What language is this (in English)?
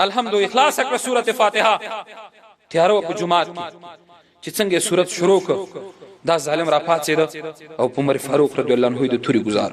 Pashto